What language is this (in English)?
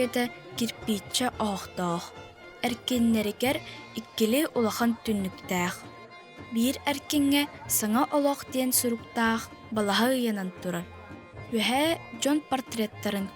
Yakut